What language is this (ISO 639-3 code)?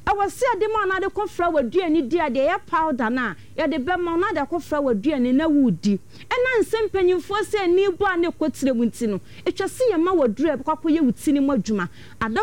aka